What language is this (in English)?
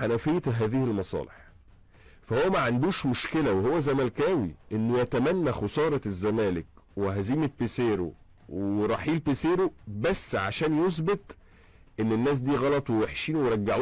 Egyptian Arabic